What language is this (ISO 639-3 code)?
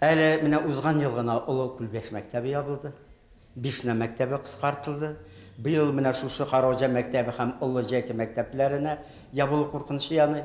tat